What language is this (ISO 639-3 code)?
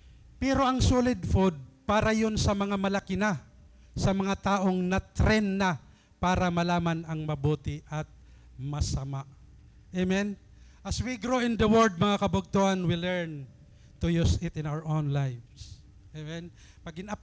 war